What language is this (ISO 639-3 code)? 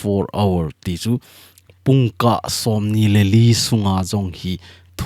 tcz